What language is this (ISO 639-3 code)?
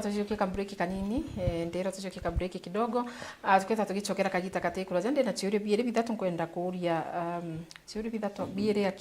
mer